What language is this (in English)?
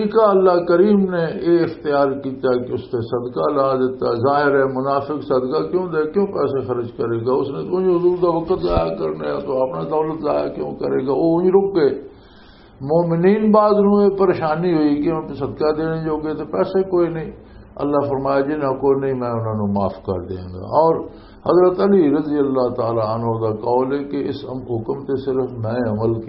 Western Panjabi